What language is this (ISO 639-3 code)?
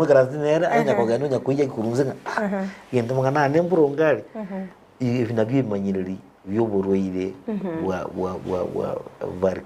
guz